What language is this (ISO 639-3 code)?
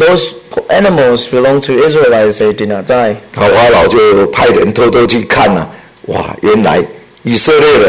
zho